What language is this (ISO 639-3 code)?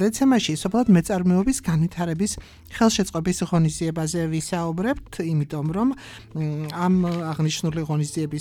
kat